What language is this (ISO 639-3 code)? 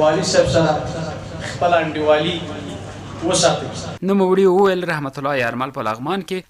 pus